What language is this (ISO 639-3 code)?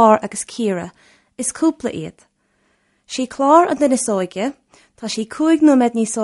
gle